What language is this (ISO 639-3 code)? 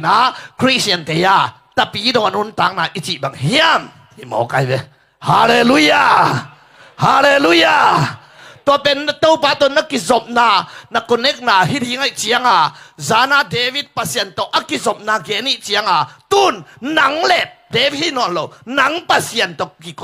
ctd